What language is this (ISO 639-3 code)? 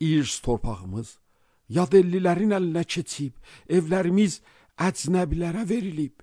aze